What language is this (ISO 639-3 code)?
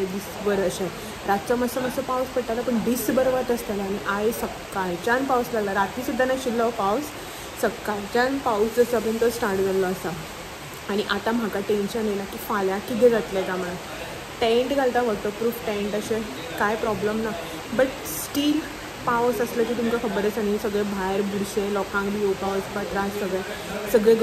kok